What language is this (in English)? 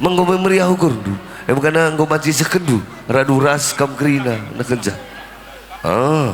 Batak Karo